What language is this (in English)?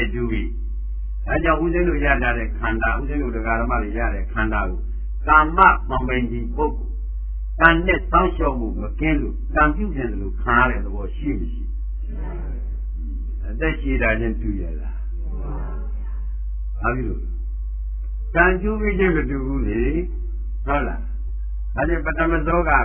Burmese